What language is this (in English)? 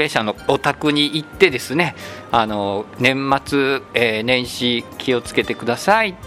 Japanese